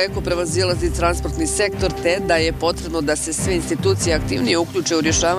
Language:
Bosnian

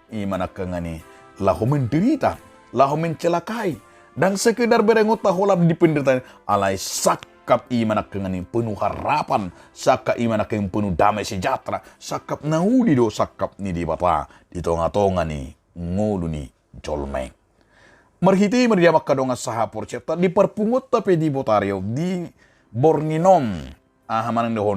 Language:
Batak Toba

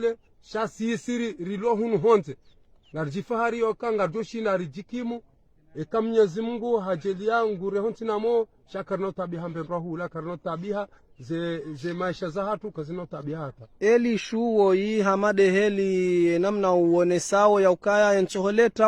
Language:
Ngazidja Comorian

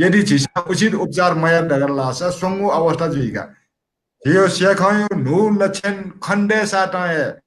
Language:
Newari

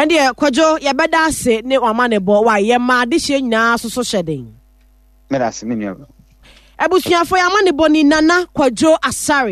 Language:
Akan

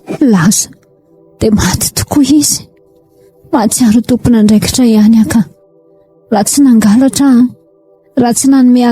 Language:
Malagasy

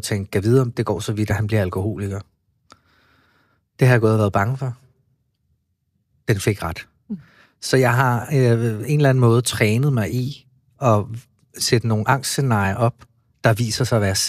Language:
Danish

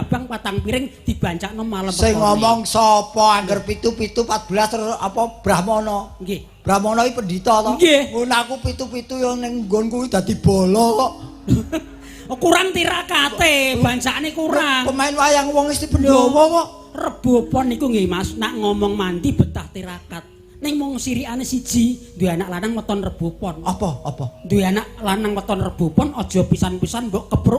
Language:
Javanese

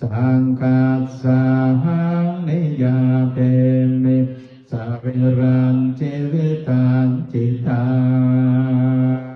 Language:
Pali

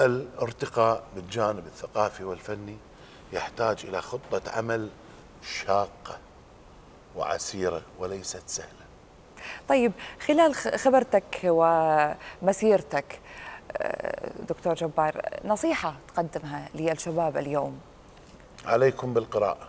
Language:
Mesopotamian Arabic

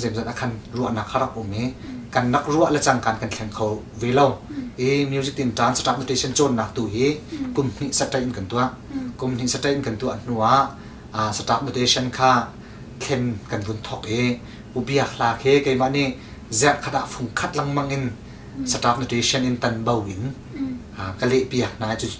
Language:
Hakha Chin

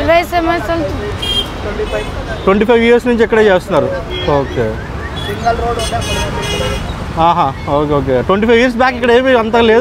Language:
Telugu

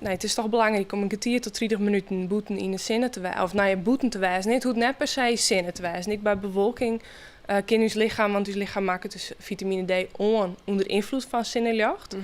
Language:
Western Frisian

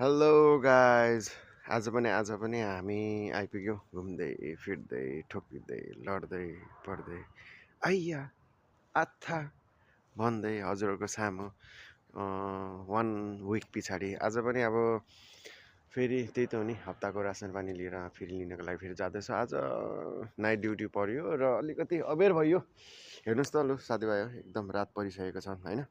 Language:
Nepali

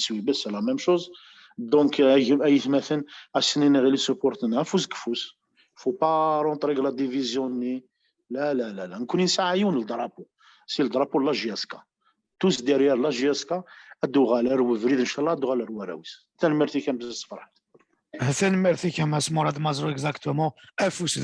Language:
Kabyle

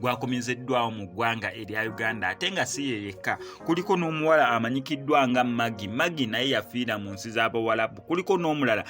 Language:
Ganda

